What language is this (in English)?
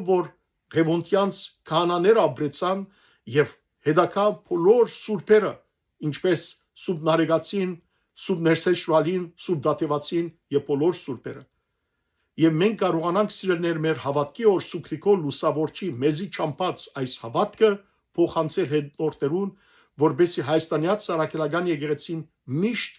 Western Armenian